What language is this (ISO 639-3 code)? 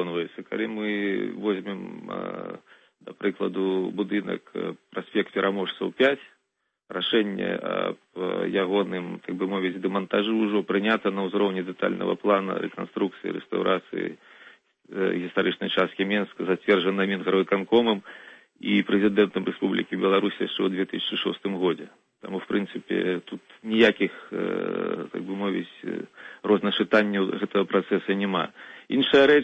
bel